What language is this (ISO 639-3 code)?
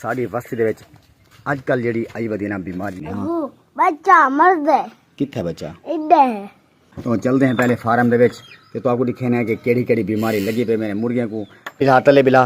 skr